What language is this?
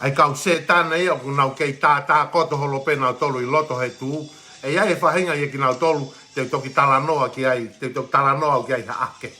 Tongan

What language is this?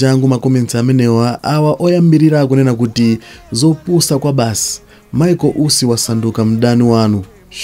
Nyanja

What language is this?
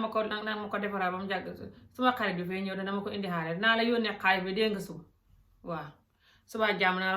Wolof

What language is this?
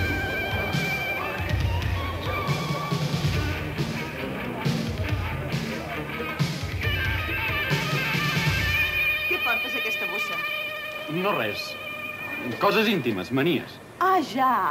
Catalan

